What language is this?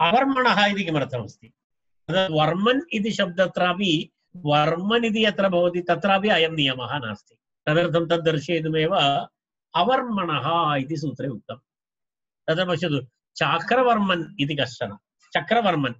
Sanskrit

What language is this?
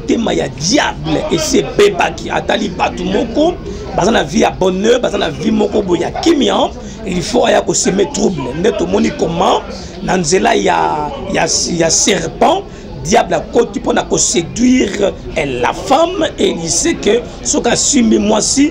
Lingala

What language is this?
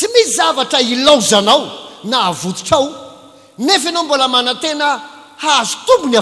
Malagasy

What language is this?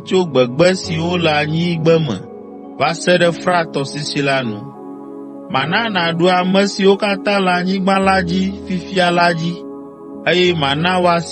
Ewe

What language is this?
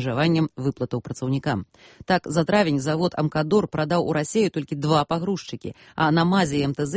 Belarusian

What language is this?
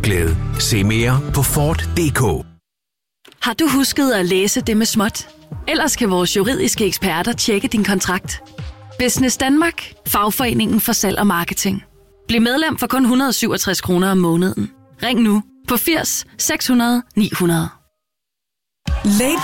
Danish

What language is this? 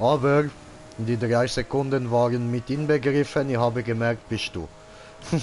Swiss German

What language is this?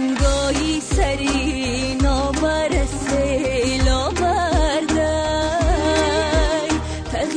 Tajik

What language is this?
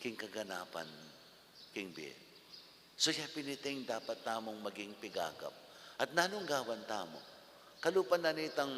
Pampanga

